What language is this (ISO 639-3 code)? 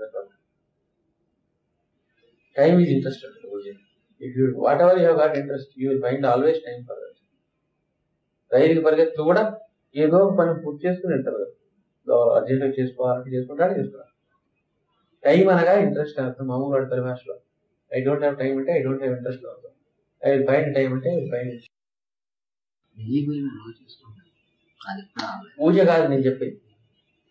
tel